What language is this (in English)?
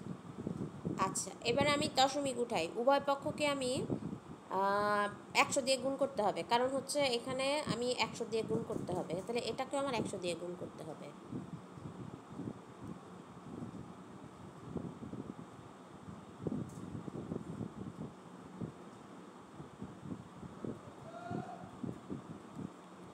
Bangla